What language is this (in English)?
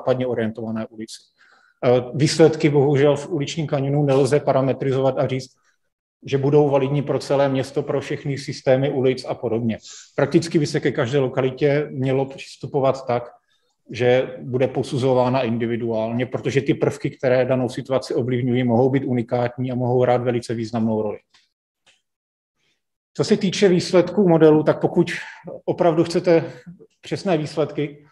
Czech